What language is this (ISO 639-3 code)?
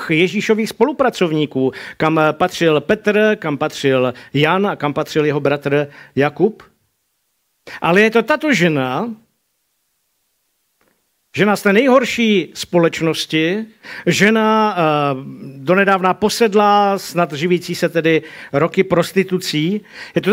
ces